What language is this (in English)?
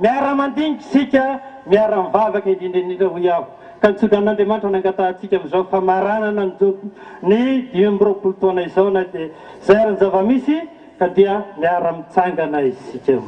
Malagasy